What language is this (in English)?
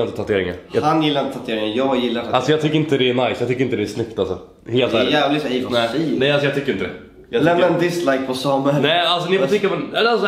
Swedish